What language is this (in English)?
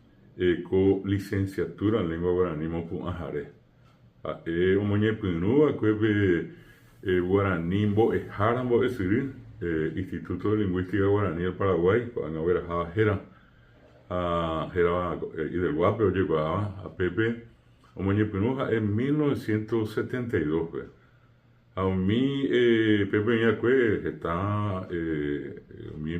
Guarani